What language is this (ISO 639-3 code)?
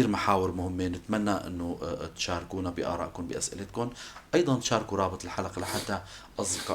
apc